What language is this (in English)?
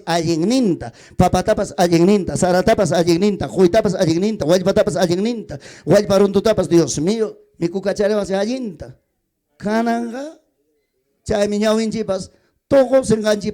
Ayacucho Quechua